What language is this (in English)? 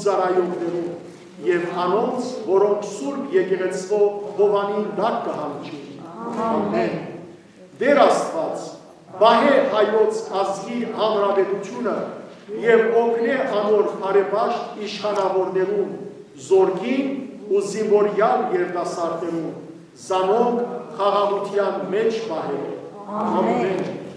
Western Armenian